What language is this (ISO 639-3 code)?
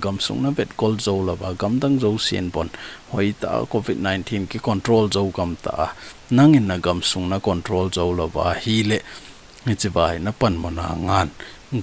tcz